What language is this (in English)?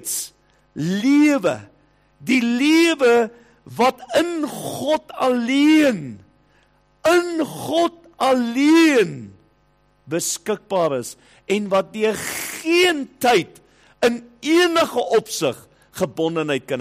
Afrikaans